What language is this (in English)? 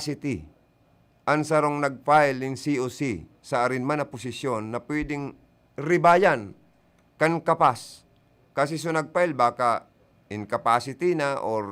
Bikol